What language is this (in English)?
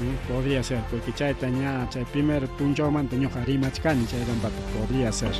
Ayacucho Quechua